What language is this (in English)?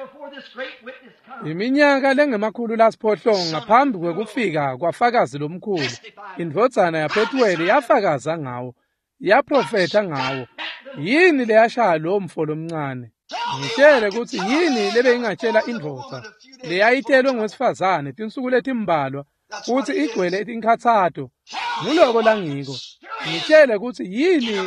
Swati